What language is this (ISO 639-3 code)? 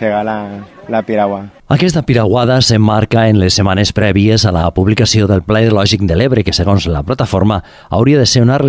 cat